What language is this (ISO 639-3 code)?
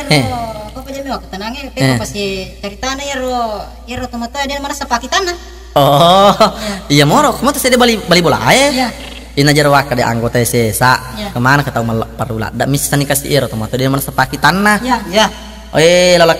bug